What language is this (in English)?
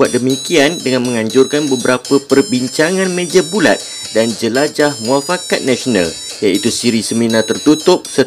Malay